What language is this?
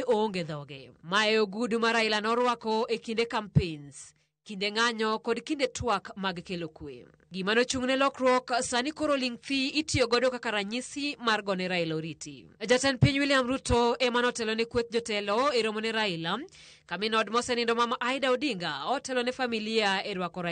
Luo (Kenya and Tanzania)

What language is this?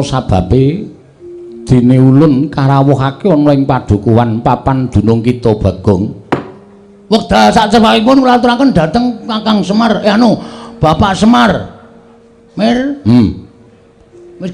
Javanese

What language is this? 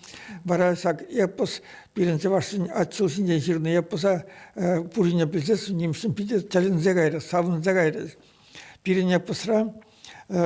Chuvash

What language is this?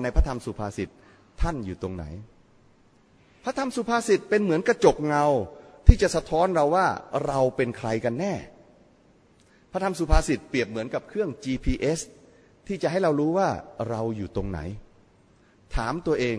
Thai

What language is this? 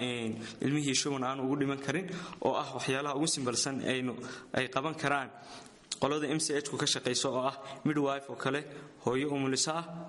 Somali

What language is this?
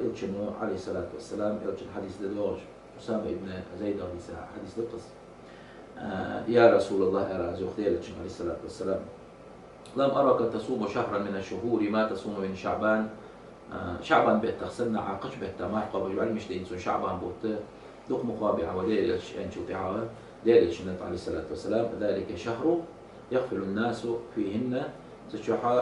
Ingush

